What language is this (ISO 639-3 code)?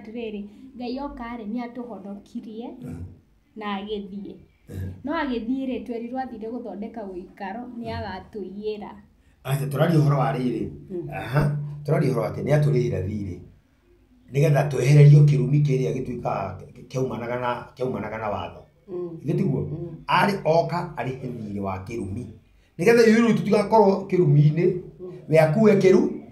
kik